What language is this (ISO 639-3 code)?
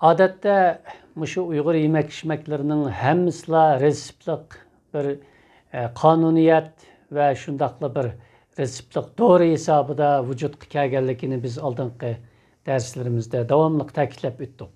uig